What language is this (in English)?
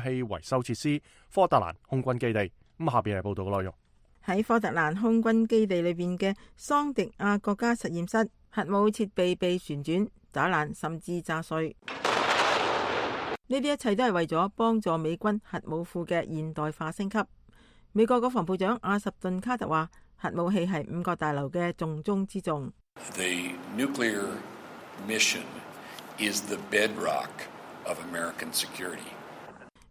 Cantonese